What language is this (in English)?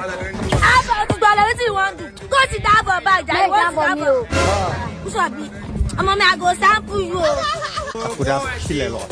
Nigerian Pidgin